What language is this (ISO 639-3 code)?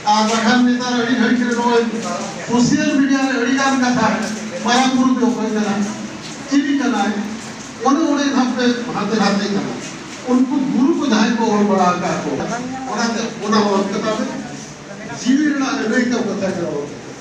sat